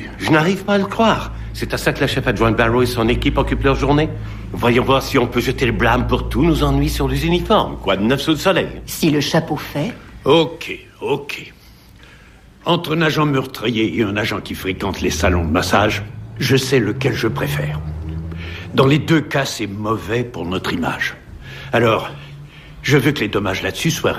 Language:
French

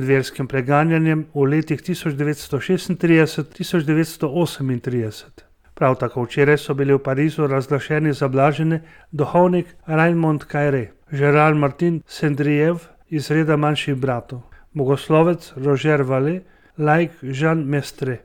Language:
Slovenian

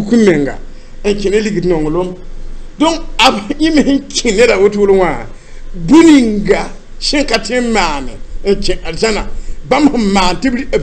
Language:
Mossi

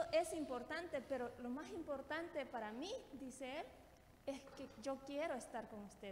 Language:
Spanish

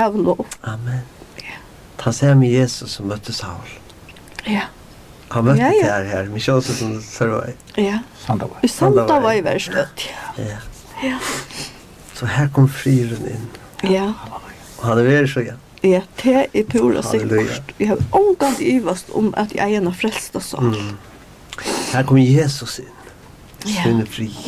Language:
Faroese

